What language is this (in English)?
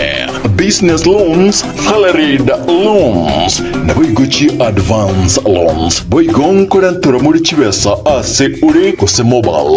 Gusii